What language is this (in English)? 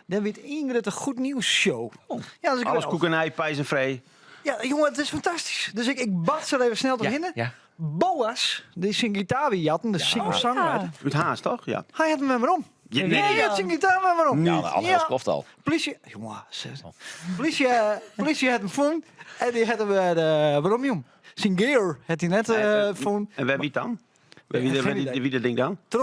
Western Frisian